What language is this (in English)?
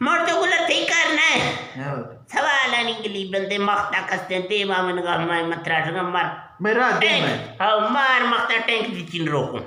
Eastern Balochi